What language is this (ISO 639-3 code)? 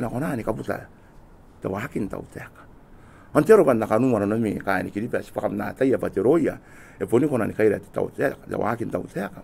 gil